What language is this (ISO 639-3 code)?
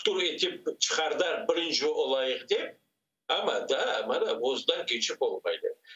crh